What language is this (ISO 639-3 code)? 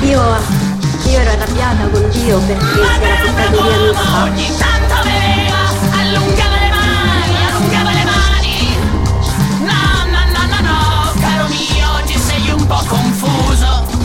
ita